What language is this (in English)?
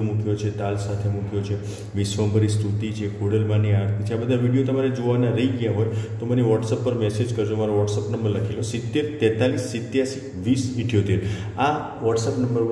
Gujarati